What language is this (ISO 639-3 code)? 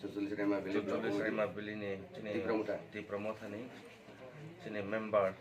trp